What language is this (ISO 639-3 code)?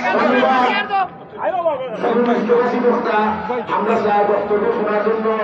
ben